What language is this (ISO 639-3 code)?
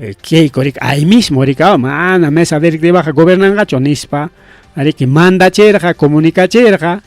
quy